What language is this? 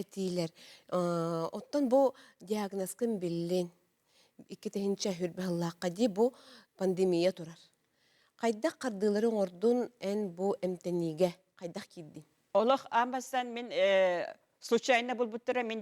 Yakut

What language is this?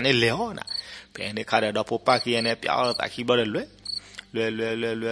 S'gaw Karen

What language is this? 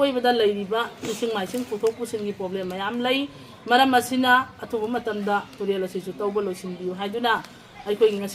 Manipuri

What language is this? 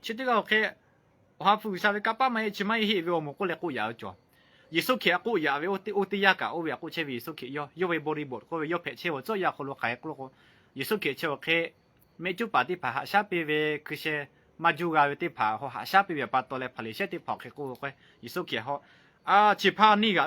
Lahu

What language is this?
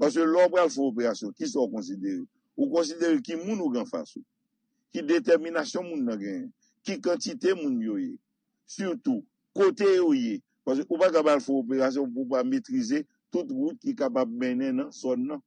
Haitian Creole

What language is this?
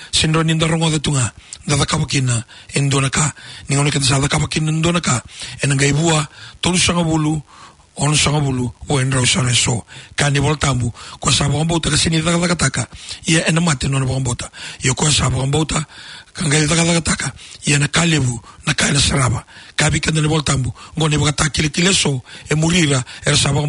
Fijian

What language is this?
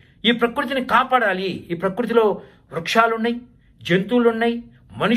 Telugu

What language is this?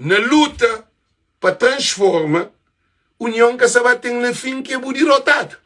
Kabuverdianu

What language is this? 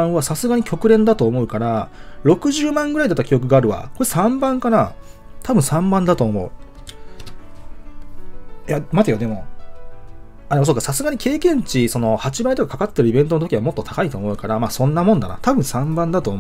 Japanese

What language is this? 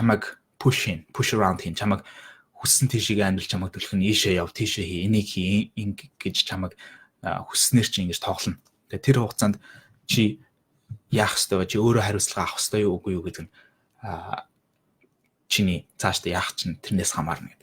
Mongolian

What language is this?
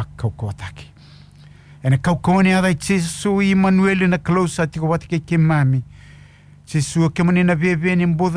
Fijian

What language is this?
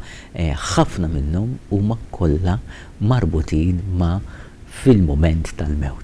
Maltese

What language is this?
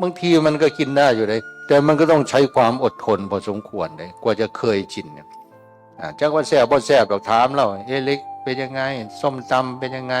Northeastern Thai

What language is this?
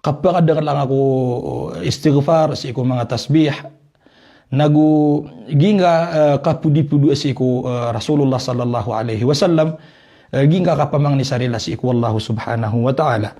Maranao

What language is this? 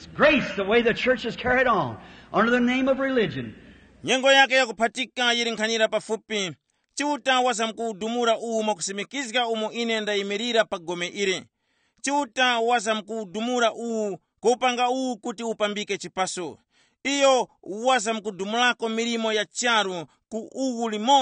Tumbuka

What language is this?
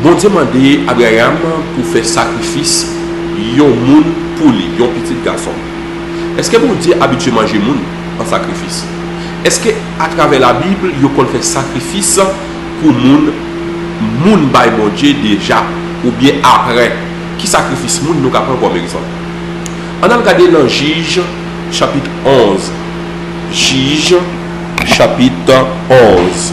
Haitian Creole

